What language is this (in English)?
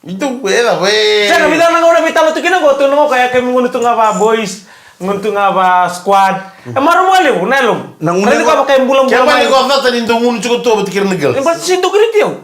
Fijian